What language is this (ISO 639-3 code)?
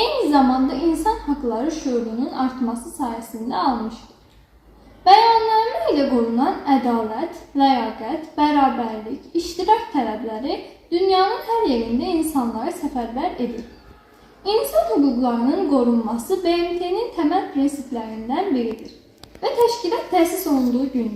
aze